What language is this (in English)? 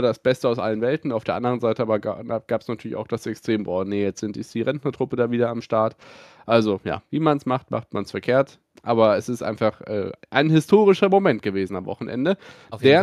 German